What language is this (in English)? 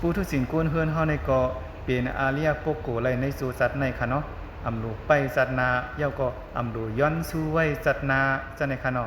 Shan